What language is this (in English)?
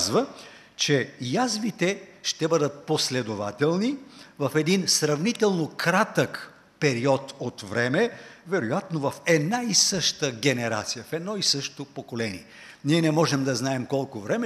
Bulgarian